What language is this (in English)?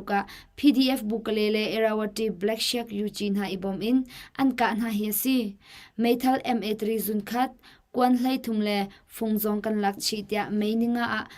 Hakha Chin